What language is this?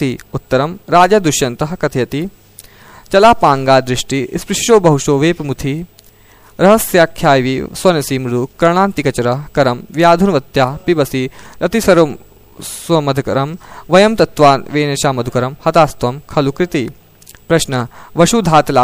Sanskrit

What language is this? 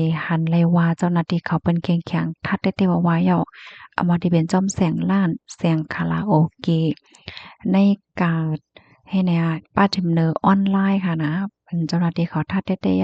Shan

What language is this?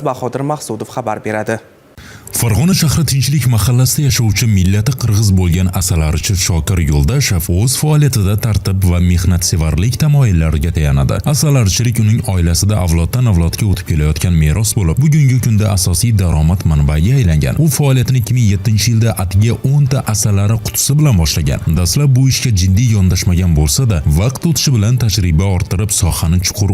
Uzbek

